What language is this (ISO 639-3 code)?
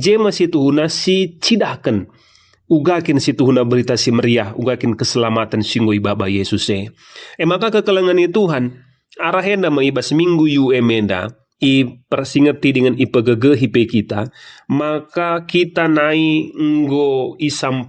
btx